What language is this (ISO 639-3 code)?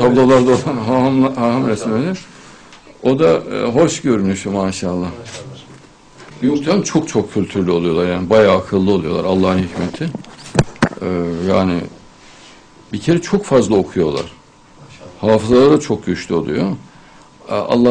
tur